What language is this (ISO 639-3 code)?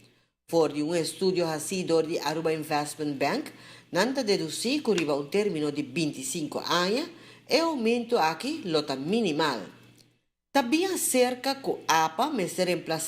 pap